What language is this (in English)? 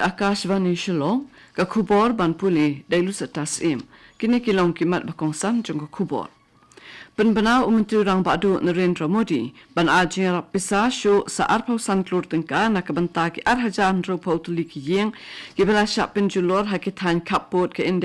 Khasi